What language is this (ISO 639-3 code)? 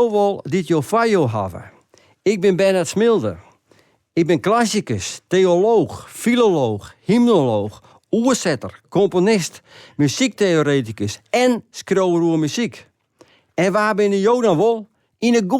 fry